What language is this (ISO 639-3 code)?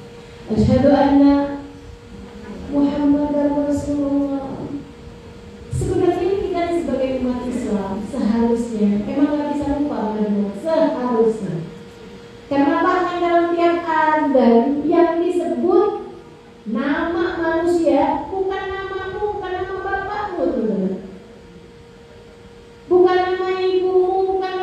ind